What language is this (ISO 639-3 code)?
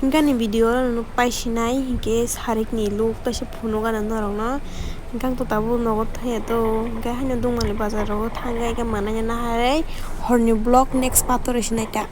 trp